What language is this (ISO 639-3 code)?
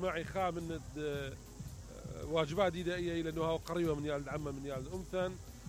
acm